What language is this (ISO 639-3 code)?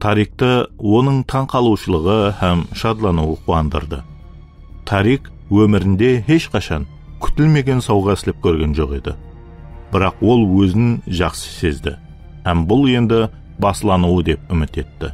kaa